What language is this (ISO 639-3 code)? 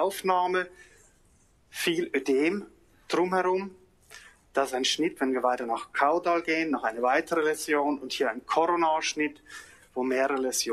deu